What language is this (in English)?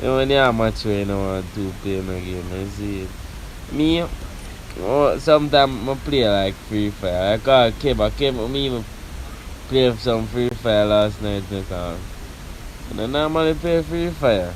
Jamaican Creole English